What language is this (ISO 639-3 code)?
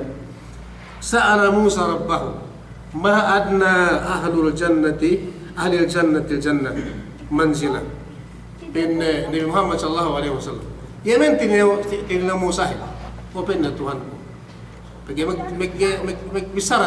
yka